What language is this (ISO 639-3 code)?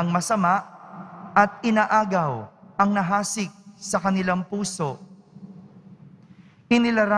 fil